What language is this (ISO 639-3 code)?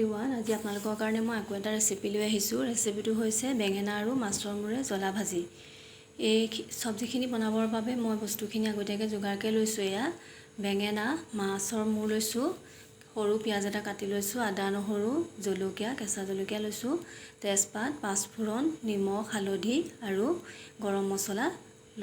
asm